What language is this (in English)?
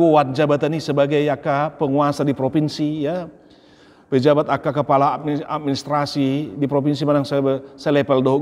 Batak Toba